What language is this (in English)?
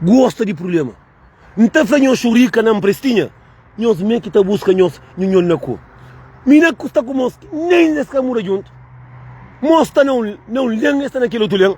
Kabuverdianu